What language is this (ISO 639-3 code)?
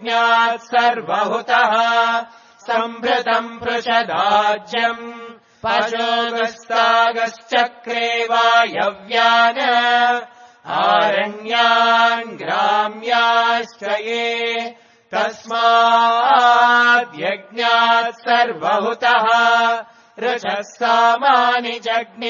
san